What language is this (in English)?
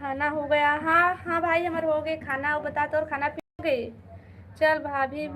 Chhattisgarhi